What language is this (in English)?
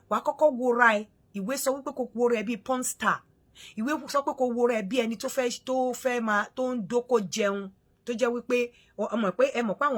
Yoruba